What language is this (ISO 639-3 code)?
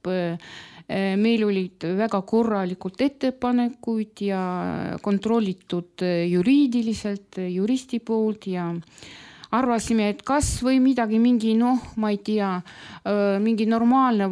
est